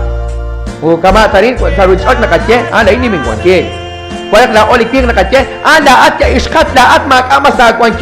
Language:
Kekchí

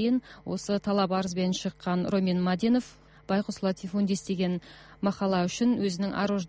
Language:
Kazakh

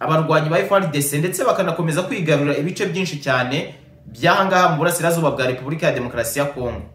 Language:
Kinyarwanda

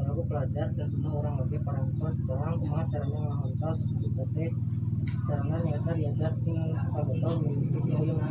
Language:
Sundanese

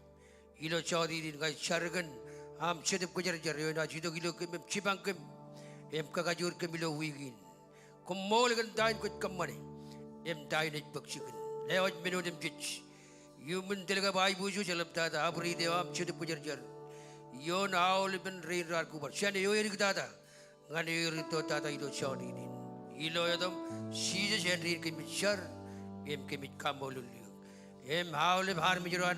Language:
Marshallese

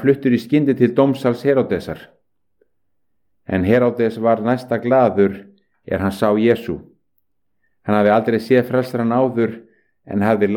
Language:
Icelandic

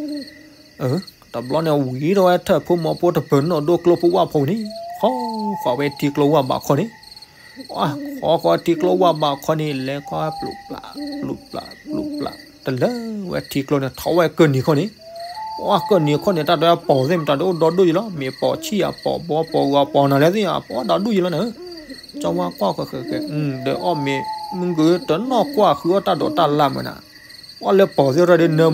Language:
S'gaw Karen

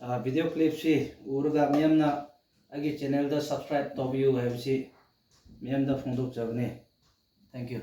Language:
Manipuri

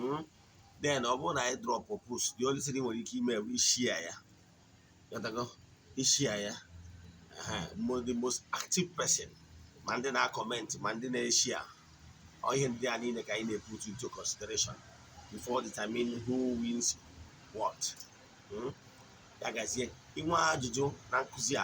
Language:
Igbo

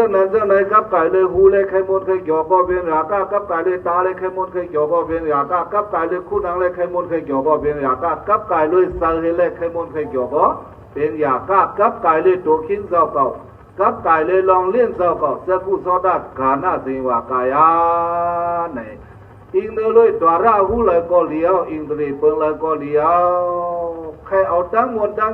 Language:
Shan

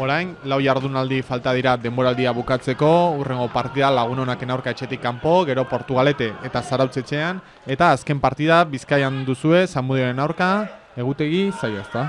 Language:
Basque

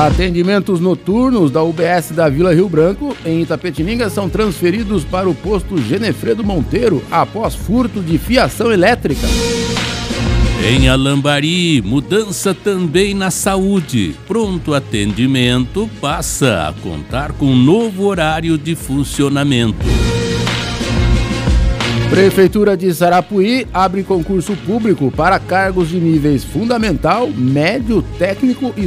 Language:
Portuguese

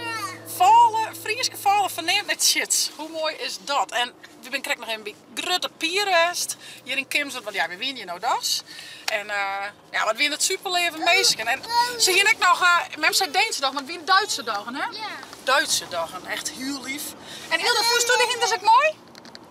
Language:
Western Frisian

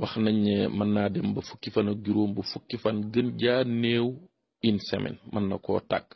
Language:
Wolof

